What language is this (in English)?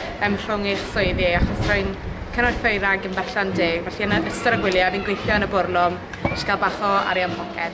Welsh